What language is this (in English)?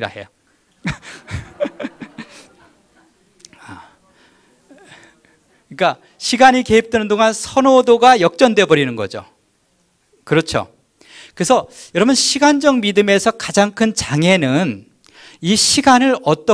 Korean